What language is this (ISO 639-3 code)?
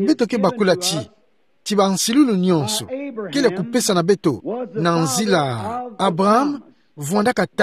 ktu